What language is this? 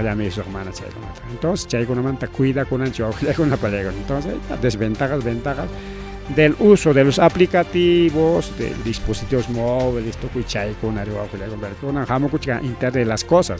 Ayacucho Quechua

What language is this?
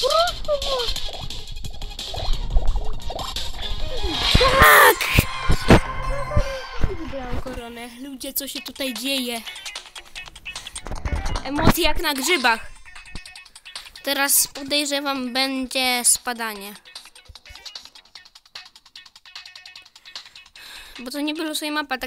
Polish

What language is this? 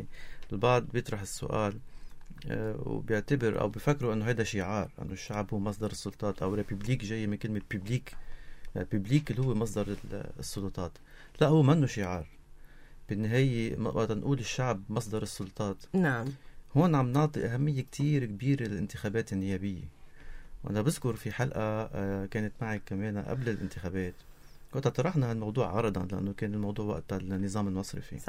North Levantine Arabic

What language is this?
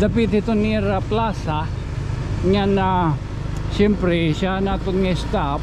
Waray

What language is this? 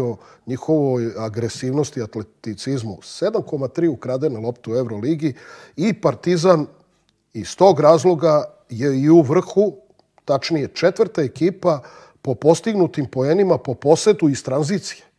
Serbian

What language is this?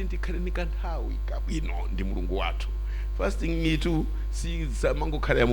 Nyanja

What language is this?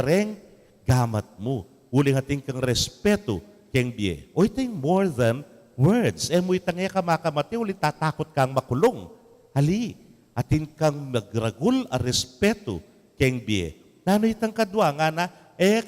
Pampanga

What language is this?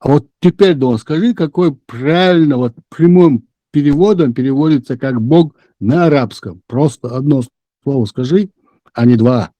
Chechen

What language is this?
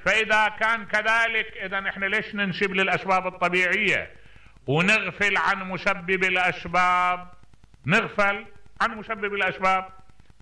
Mesopotamian Arabic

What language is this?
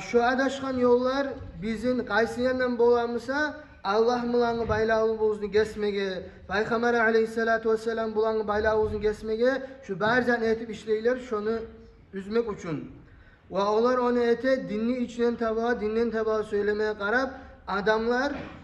Kumyk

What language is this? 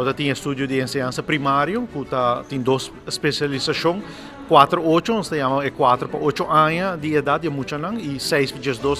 Papiamento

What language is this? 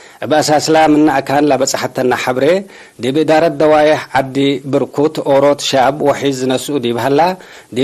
Tigre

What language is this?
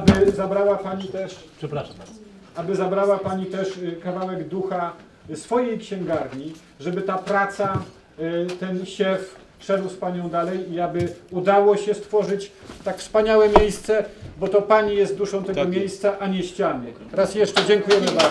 Polish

